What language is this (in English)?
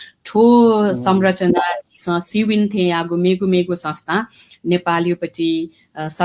Newari